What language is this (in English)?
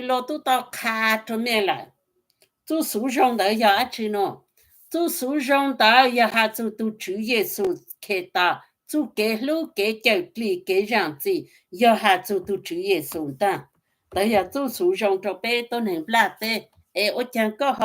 Hmong